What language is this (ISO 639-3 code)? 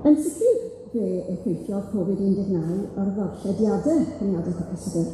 cym